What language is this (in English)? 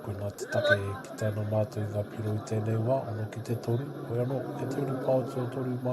Māori